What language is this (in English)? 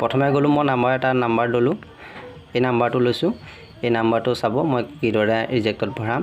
Assamese